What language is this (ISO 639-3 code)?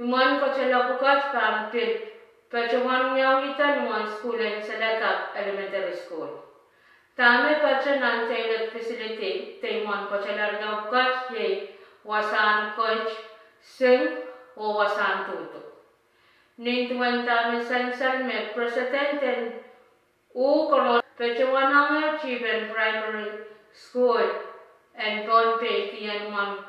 pon